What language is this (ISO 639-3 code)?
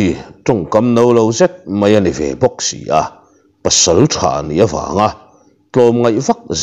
lus